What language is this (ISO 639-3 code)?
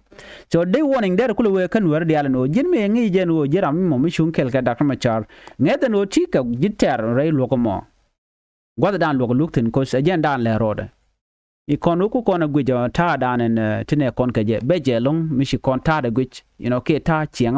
nus